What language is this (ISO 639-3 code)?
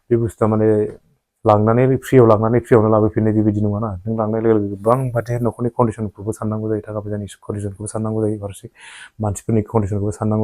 brx